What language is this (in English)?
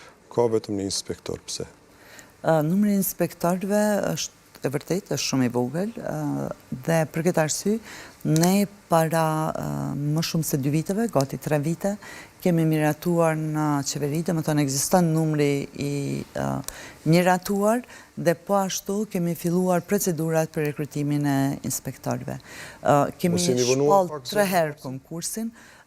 Albanian